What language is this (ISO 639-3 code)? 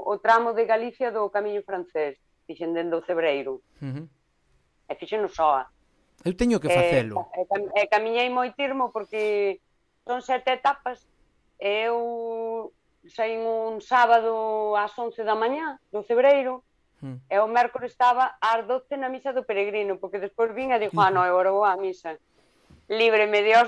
glg